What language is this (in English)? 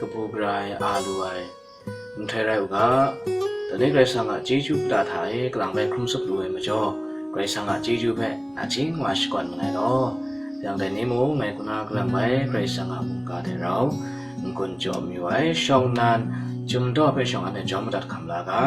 Kachin